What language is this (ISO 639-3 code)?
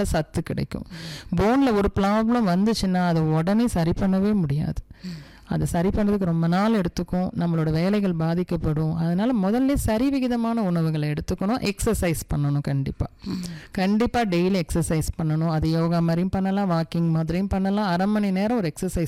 tam